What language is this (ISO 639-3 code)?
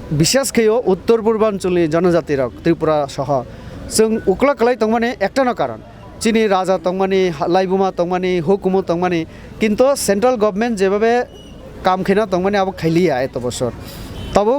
trp